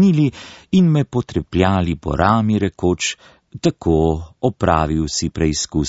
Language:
Slovenian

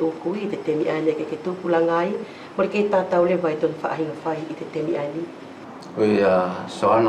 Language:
Wallisian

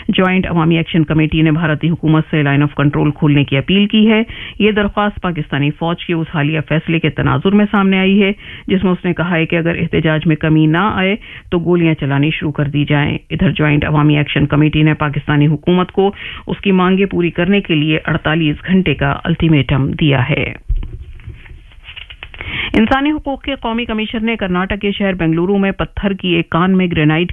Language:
Urdu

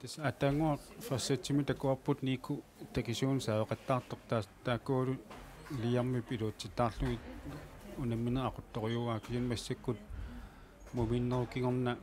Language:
Kalaallisut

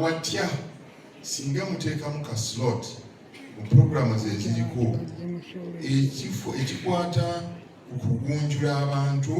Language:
Ganda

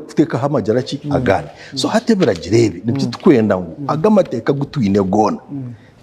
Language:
Nyankole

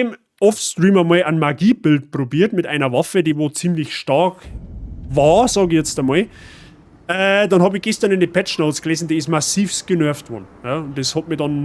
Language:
Bavarian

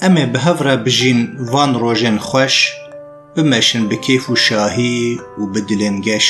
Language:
Kurdish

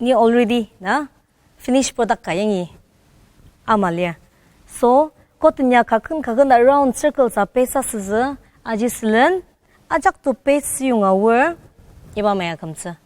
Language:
Ao Naga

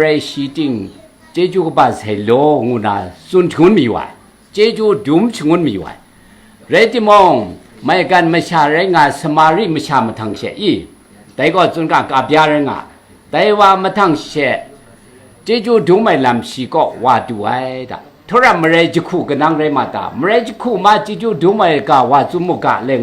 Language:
Kachin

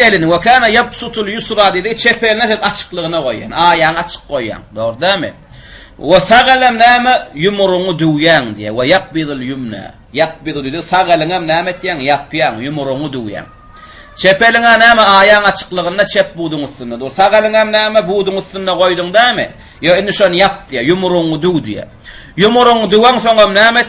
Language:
Turkmen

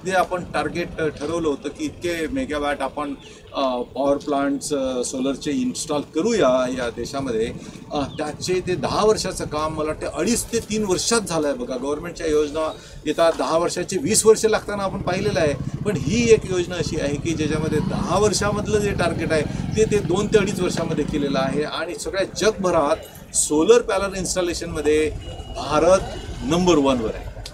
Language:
Marathi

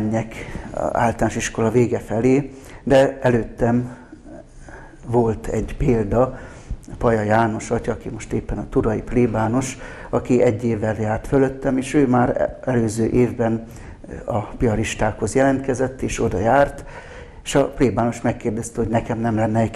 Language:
Hungarian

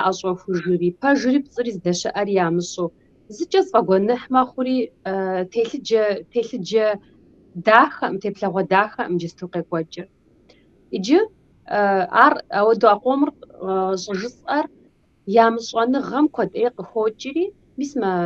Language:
Kabardian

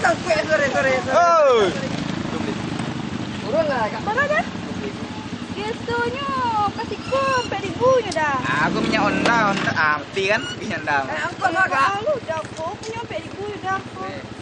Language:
Minangkabau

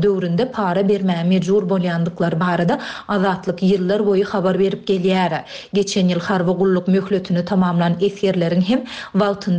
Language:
Turkmen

